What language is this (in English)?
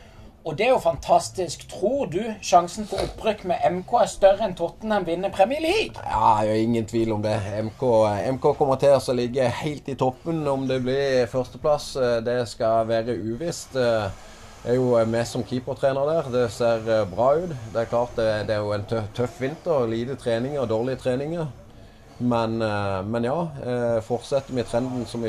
Norwegian